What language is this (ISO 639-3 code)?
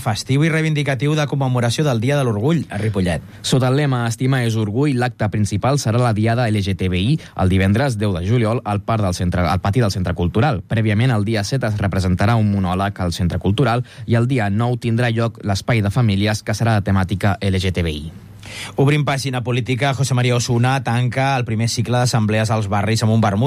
cat